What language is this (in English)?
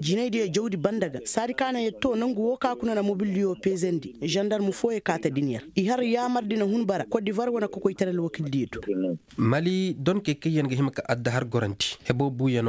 Koyraboro Senni